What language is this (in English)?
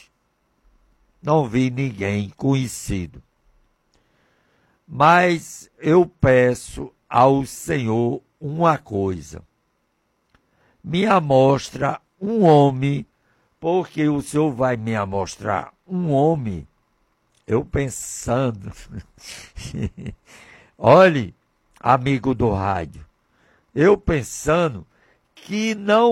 Portuguese